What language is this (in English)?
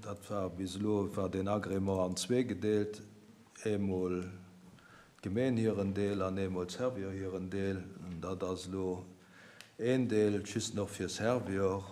Luxembourgish